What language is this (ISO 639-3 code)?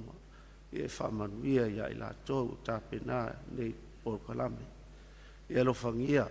smo